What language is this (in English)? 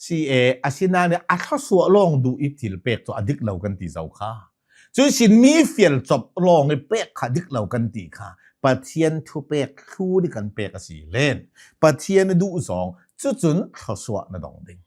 Hakha Chin